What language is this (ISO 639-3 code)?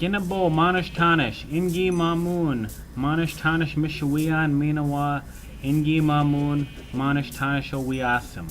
oji